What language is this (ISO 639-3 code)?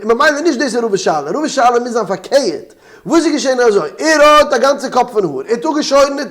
yid